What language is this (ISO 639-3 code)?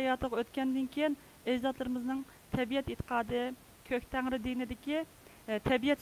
uig